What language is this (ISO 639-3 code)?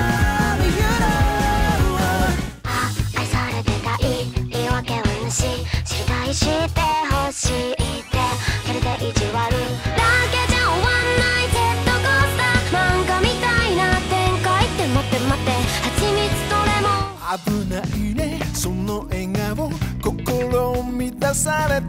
jpn